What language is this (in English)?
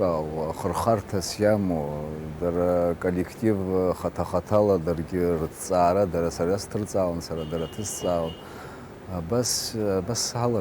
Abkhazian